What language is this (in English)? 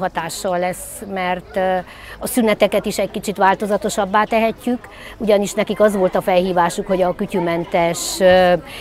Hungarian